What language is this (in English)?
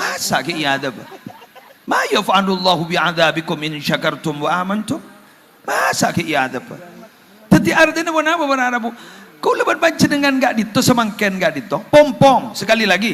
Madurese